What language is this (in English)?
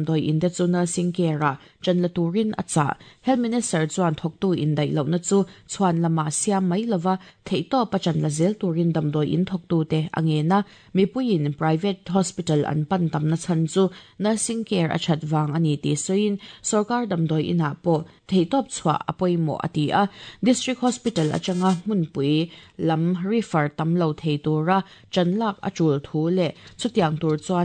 Mizo